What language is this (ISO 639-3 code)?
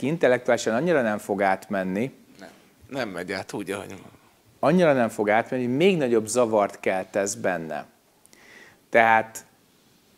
hun